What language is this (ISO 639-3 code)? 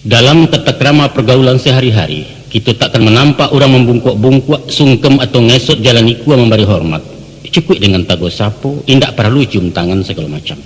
min